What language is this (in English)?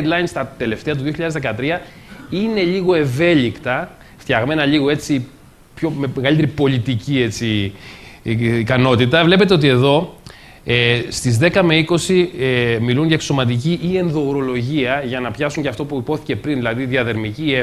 Greek